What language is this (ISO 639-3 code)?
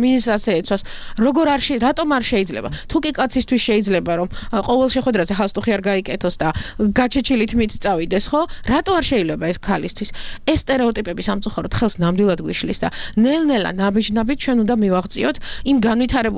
kat